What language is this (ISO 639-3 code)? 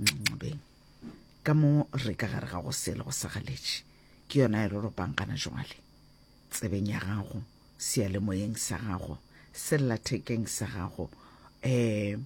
nso